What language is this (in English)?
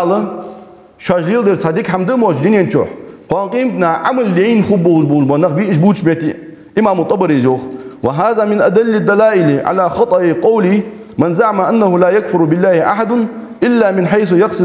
Ingush